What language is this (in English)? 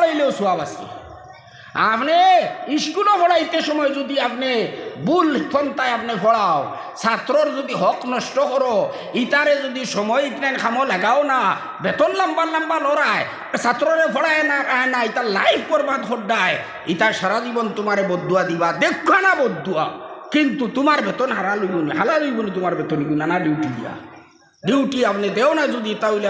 Sylheti